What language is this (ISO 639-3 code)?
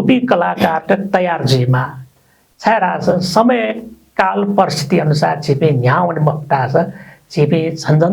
new